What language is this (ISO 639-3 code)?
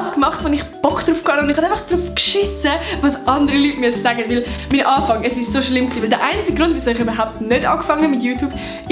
gsw